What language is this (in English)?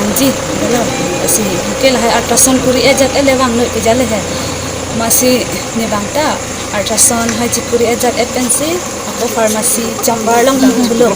Karbi